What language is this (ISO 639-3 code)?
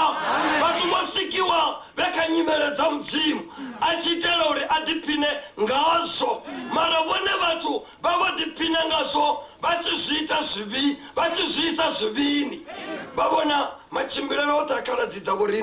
ven